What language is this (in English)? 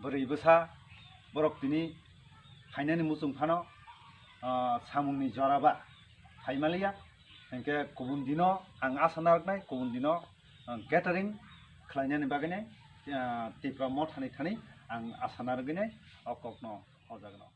Kok Borok